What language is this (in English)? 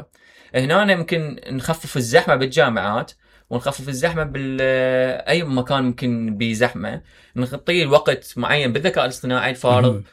Mesopotamian Arabic